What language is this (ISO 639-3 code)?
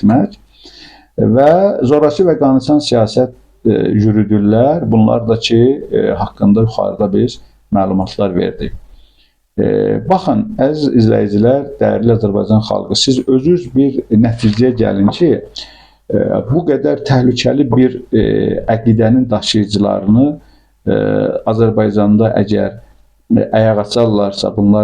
aze